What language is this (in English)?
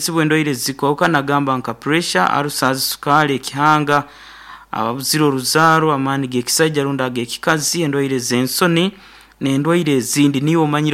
Nyankole